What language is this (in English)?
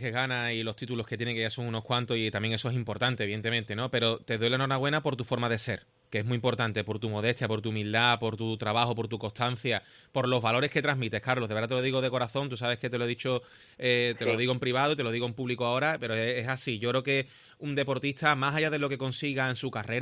Spanish